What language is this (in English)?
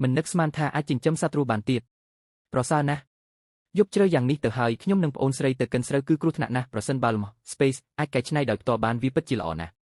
Khmer